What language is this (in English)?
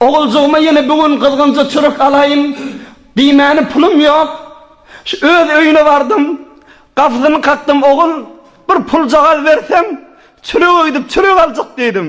Turkmen